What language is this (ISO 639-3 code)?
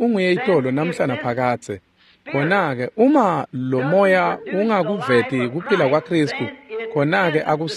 ssw